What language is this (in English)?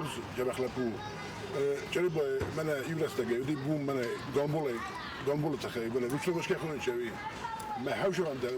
Ossetic